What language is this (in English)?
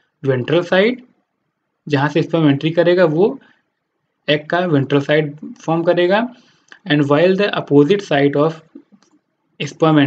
Hindi